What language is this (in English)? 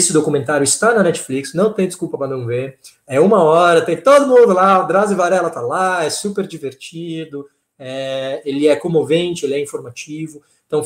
Portuguese